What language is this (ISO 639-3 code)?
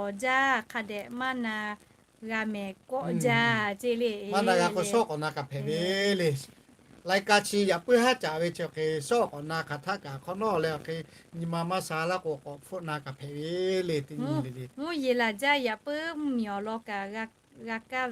lhu